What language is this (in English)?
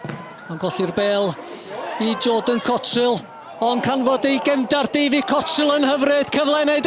Welsh